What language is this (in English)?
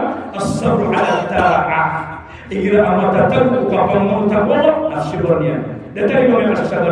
Maranao